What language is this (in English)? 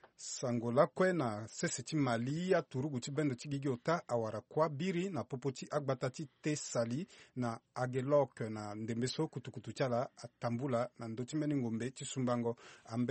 Sango